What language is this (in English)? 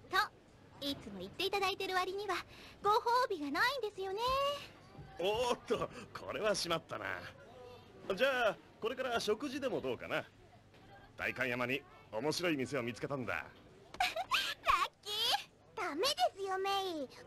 Japanese